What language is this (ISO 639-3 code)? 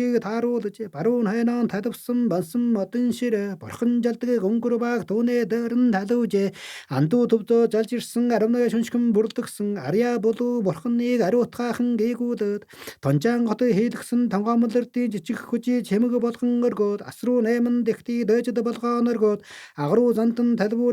mon